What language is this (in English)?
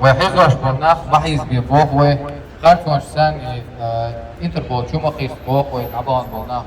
Chechen